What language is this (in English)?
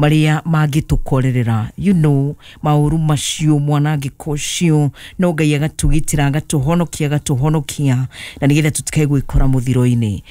Kikuyu